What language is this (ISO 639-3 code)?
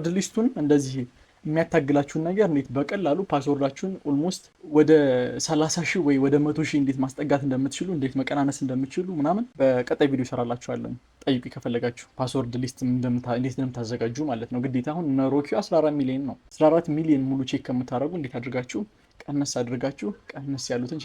amh